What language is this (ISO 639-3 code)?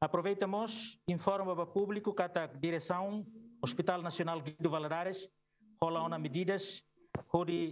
tet